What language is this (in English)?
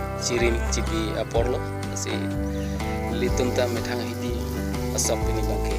Karbi